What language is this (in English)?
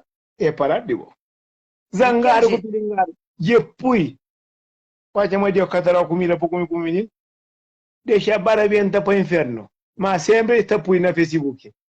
Kabuverdianu